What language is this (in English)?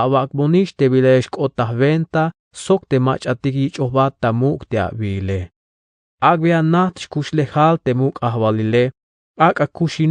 Tzeltal